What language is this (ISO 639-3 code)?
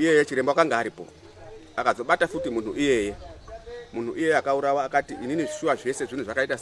sna